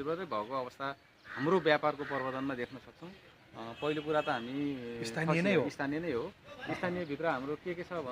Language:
Nepali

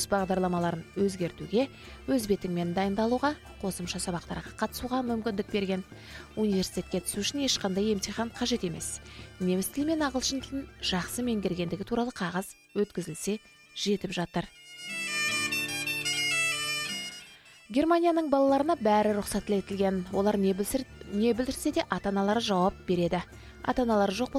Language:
Kazakh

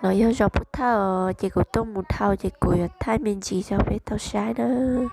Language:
Hmong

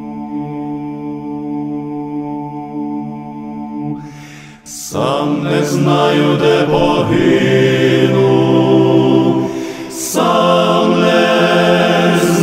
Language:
Ukrainian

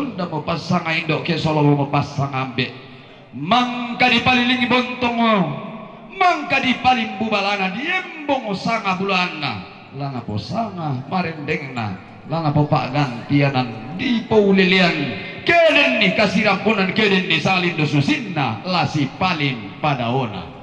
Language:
Toraja-Sa'dan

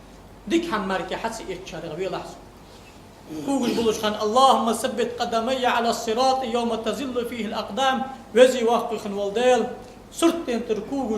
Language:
Ingush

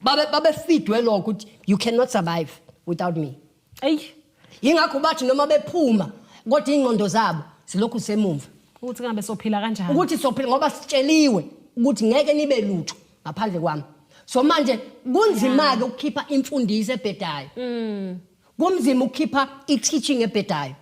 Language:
Zulu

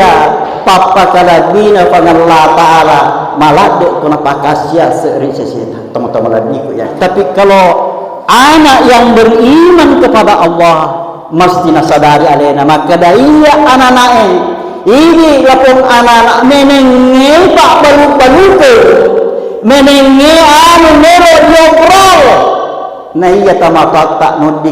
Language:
Buginese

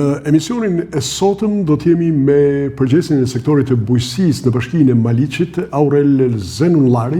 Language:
Albanian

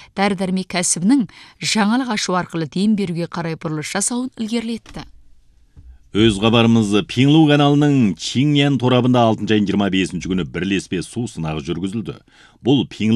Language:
Kazakh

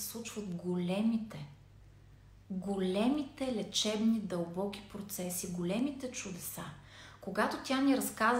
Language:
Bulgarian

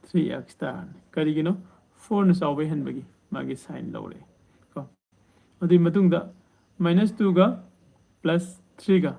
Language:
Manipuri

